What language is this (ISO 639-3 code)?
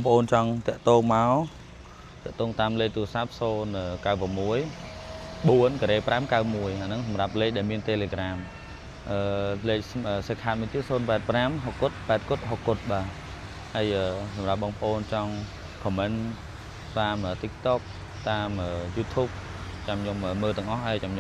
khm